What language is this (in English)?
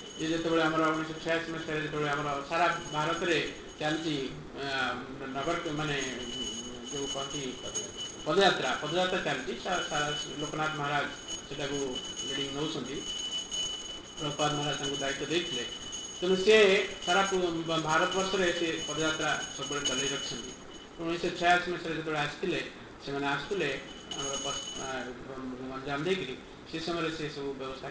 Odia